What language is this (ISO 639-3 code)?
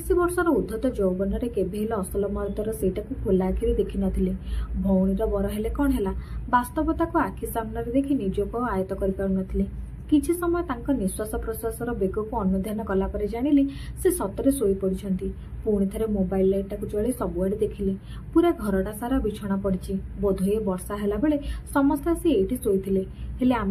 ori